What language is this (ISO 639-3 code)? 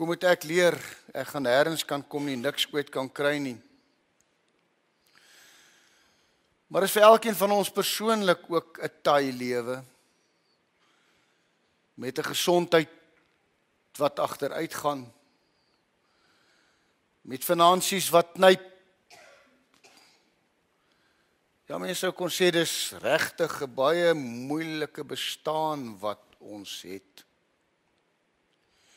afr